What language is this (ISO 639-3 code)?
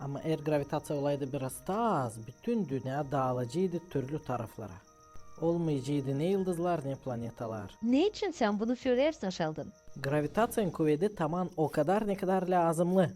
gag